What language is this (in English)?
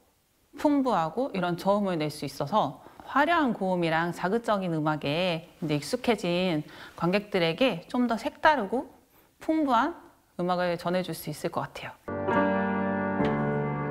Korean